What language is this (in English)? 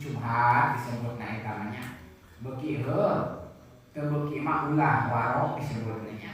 Sundanese